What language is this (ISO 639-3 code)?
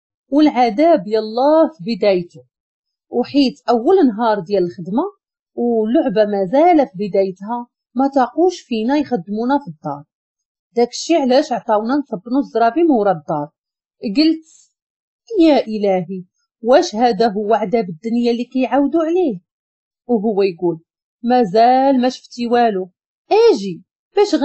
ary